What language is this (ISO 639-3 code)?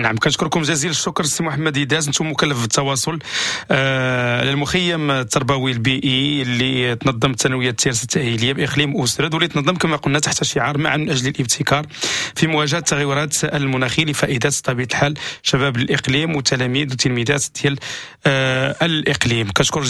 ary